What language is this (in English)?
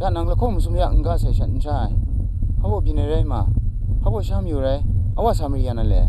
Kachin